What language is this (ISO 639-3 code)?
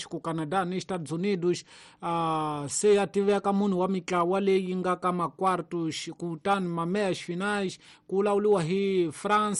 tso